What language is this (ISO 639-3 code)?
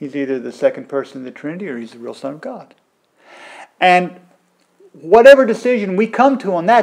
eng